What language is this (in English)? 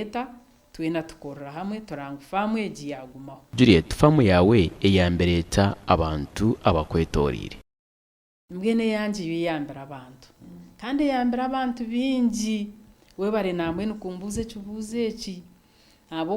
Nyankole